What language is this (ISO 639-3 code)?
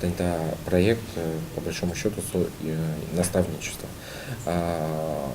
udm